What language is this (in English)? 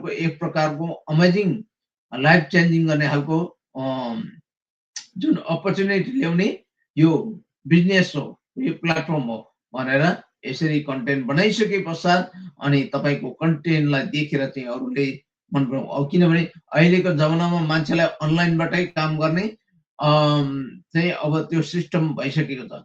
Nepali